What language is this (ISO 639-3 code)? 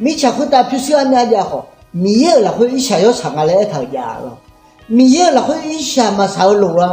ahk